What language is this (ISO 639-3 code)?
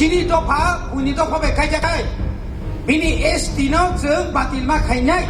trp